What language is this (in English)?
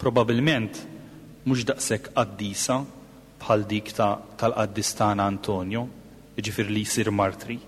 Maltese